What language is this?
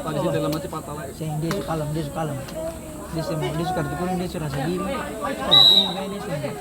Ambonese Malay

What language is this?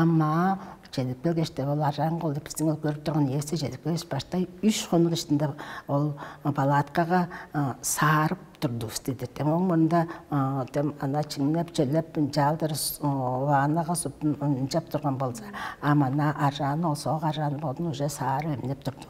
Tuvinian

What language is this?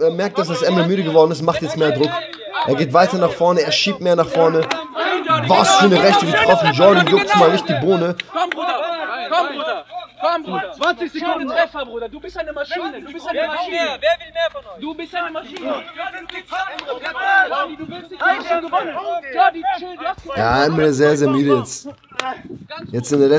German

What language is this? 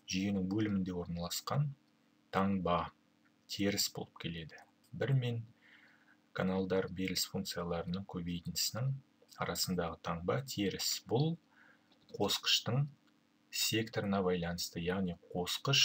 Kazakh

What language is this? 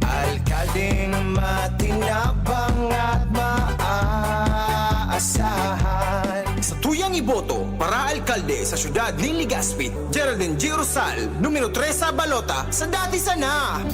Bikol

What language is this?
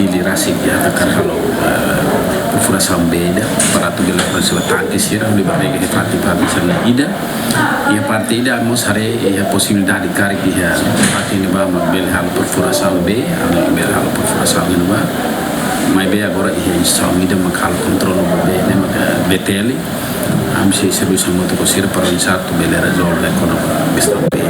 Tetum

